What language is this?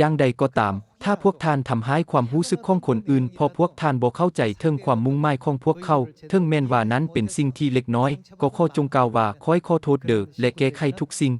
Lao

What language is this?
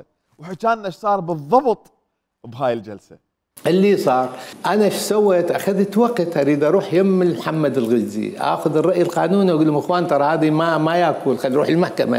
Mesopotamian Arabic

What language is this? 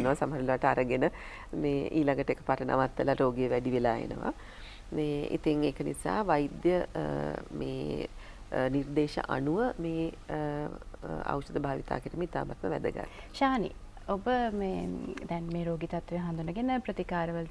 Sinhala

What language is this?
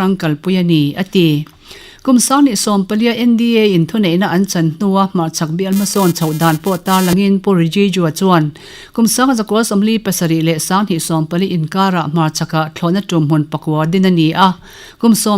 Mizo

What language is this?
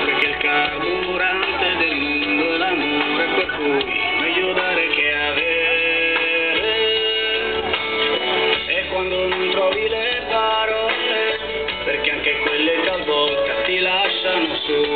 Italian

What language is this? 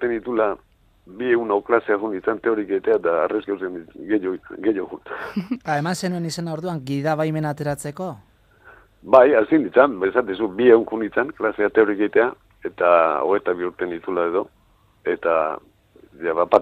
Basque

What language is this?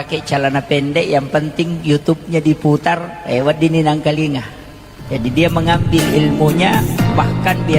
Buginese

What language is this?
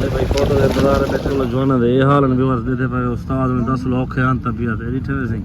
Saraiki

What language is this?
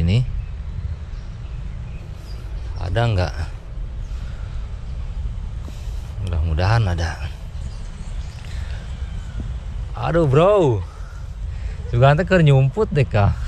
Indonesian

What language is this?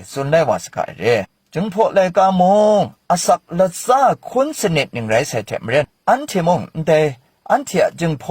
Kachin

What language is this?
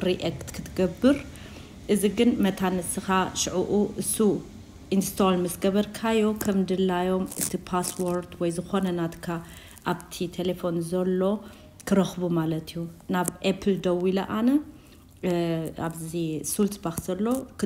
Tigrinya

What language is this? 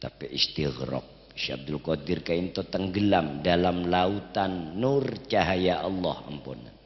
Madurese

